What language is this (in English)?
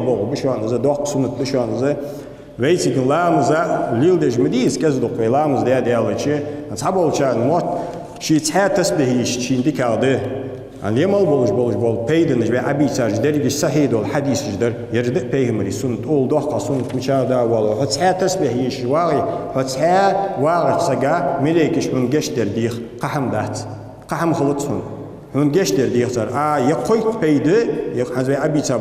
Ingush